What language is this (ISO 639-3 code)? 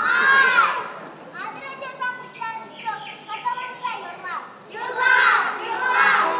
chv